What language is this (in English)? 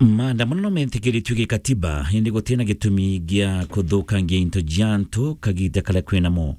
Meru